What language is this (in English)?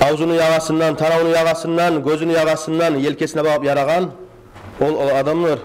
Kumyk